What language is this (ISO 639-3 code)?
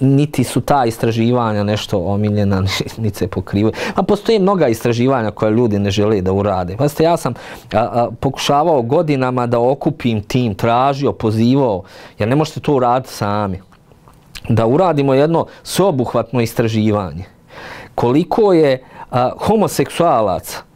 bos